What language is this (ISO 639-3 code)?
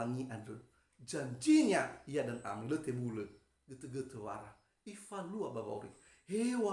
nia